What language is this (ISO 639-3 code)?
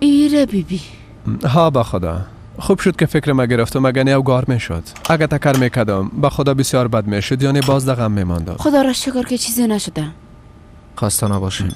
fas